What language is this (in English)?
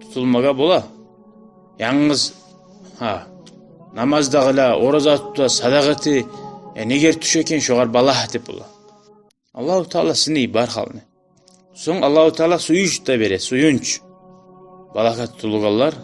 Kumyk